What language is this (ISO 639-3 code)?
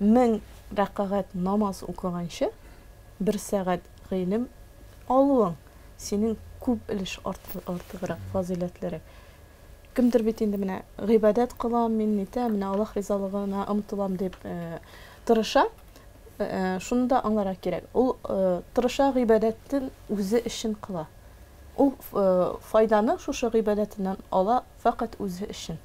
tat